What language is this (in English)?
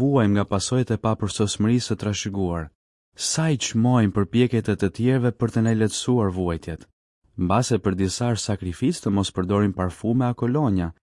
Albanian